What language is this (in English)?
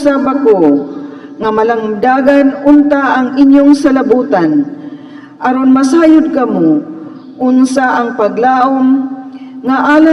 Cebuano